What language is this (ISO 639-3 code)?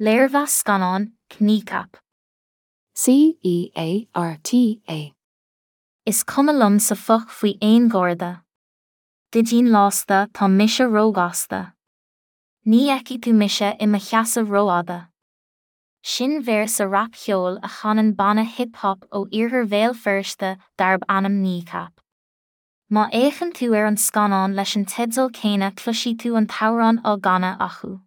gle